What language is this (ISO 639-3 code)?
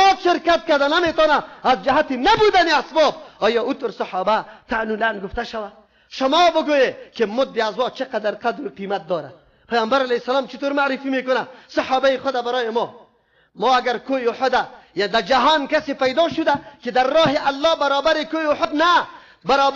fas